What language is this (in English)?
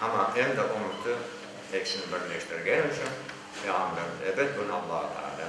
Crimean Tatar